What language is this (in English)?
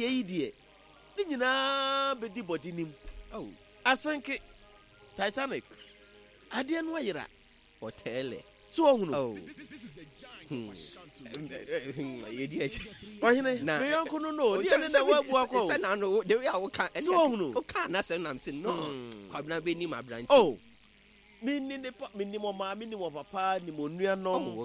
Akan